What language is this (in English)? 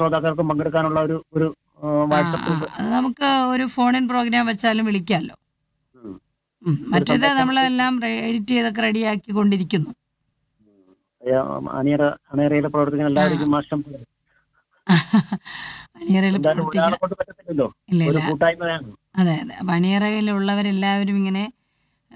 Malayalam